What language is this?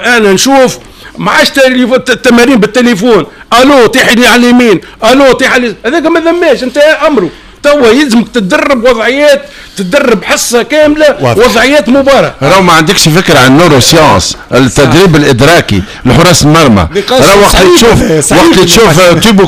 Tunisian Arabic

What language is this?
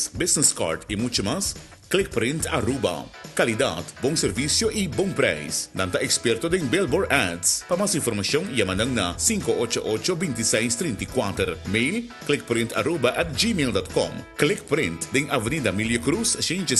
Papiamento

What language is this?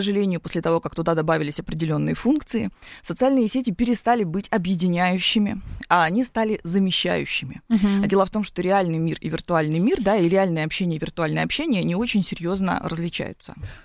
Russian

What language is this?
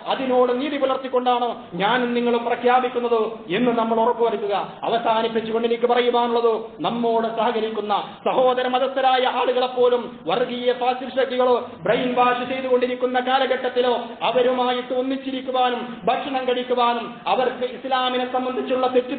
Malayalam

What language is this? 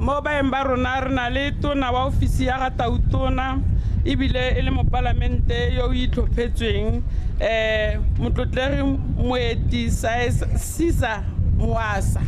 Tswana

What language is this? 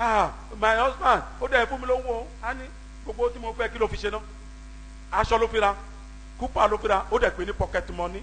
Yoruba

